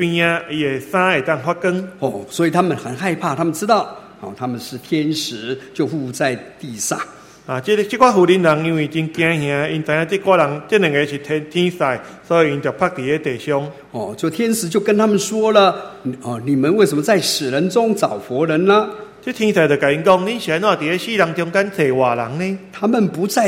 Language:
Chinese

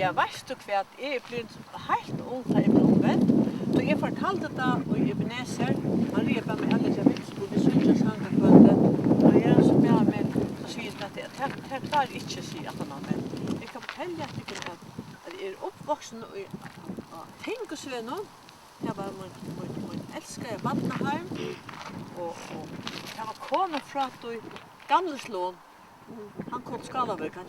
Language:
Faroese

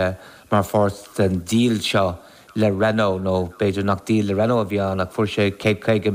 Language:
Irish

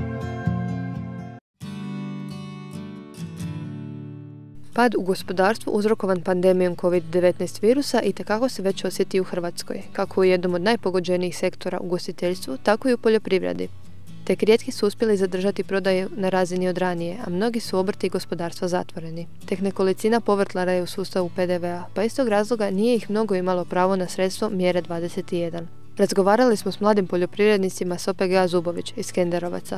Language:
Croatian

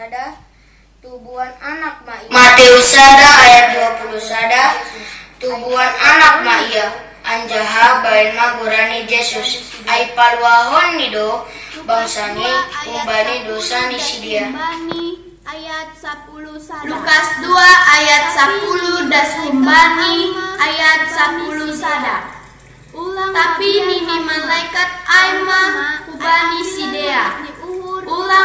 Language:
Batak Simalungun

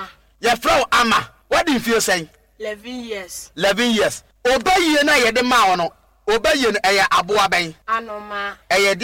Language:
Akan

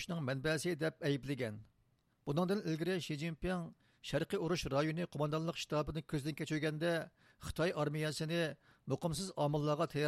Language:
Uyghur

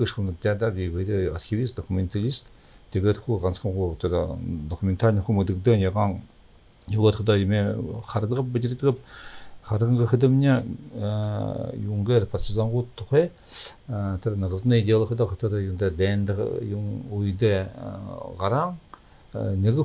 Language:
Buriat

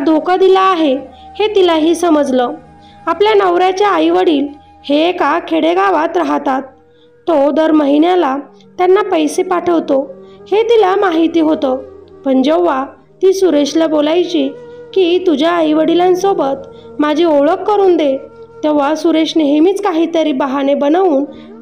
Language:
Marathi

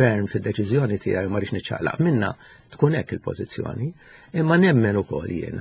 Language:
Maltese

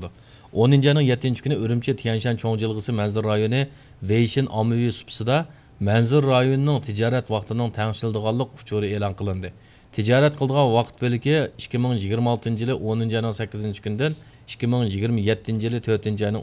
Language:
Uyghur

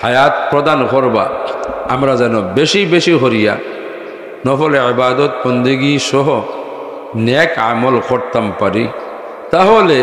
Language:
Sylheti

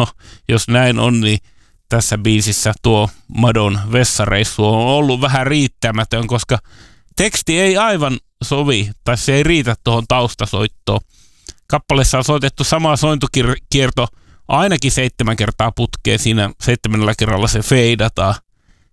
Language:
Finnish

